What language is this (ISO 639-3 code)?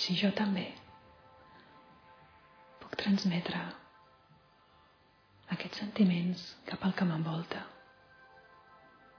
cat